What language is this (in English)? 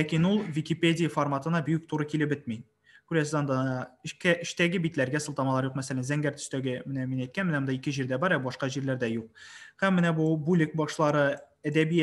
Tatar